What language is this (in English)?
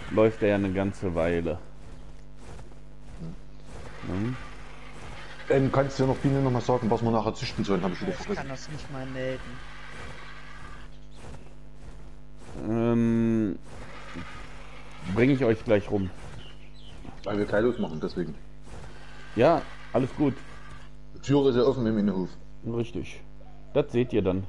German